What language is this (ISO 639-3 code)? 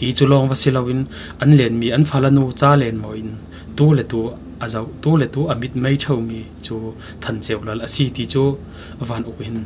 cfm